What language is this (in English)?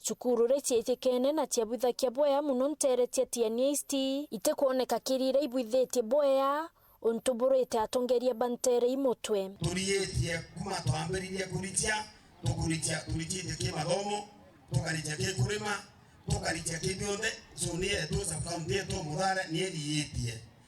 Meru